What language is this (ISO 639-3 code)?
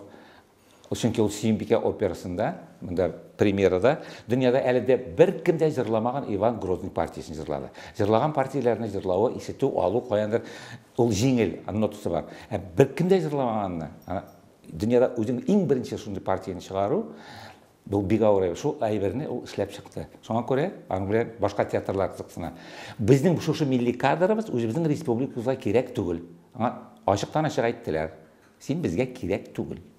tat